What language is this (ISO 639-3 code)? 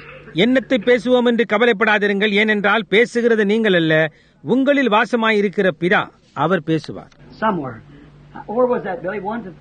tam